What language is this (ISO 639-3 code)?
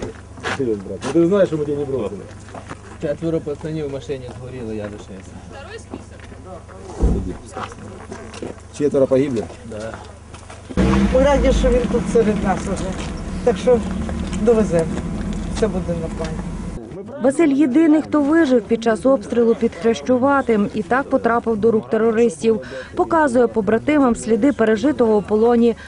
ukr